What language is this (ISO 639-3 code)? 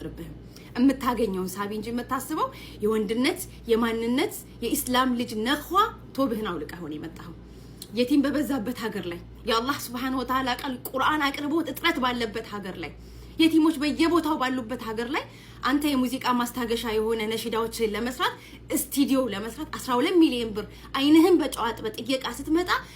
amh